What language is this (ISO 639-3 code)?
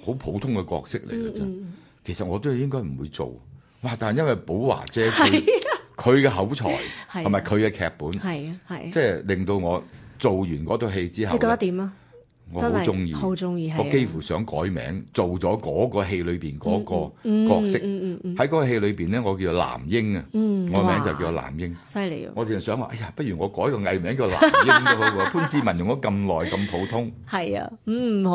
yue